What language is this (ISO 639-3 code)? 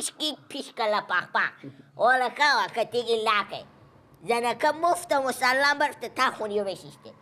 fas